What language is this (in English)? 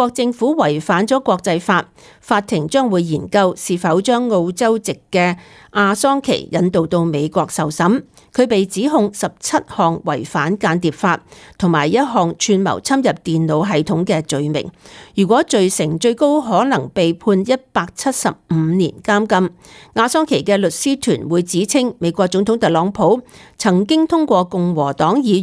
Cantonese